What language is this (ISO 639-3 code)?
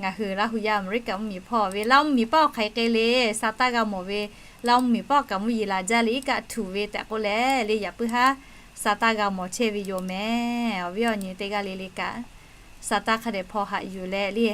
lhu